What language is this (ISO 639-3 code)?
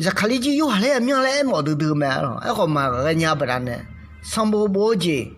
ahk